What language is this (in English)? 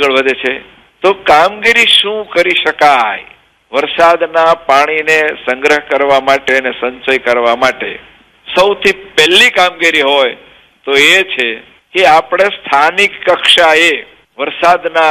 Gujarati